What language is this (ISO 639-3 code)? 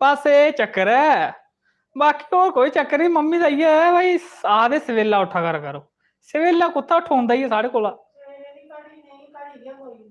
doi